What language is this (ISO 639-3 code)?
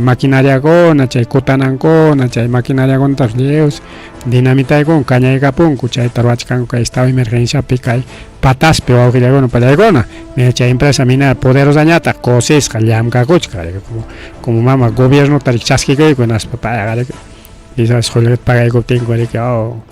quy